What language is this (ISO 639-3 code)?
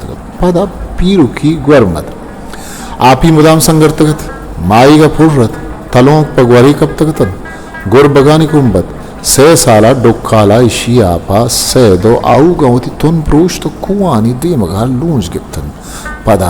bgp